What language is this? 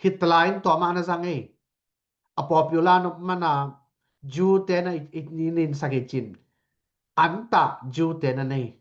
Tedim Chin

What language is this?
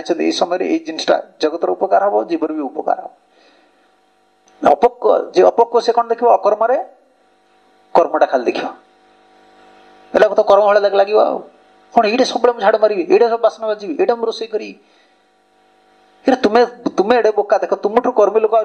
Odia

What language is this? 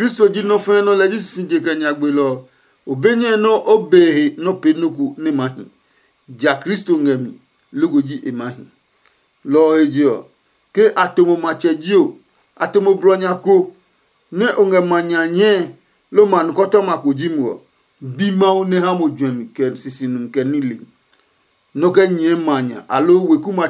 Adangme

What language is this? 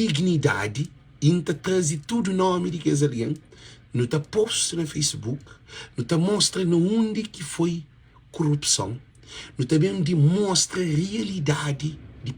Kabuverdianu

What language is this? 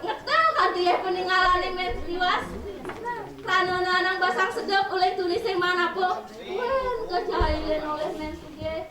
Balinese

